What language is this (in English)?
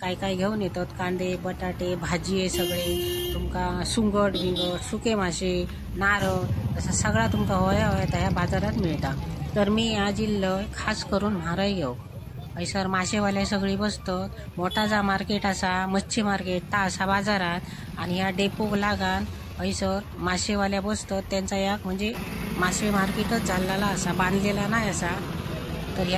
Konkani